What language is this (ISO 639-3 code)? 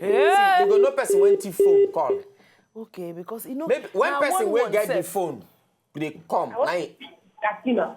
pcm